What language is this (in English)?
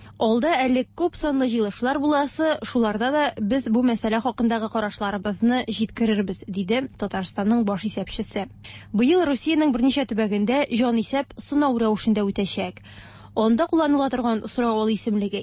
Tatar